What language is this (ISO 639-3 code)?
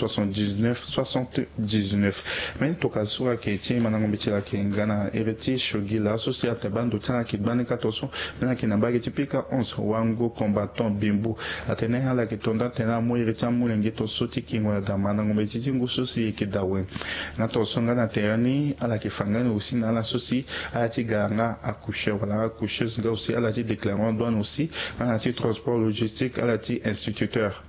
sag